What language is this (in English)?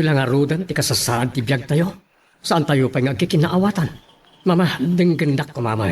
Iloko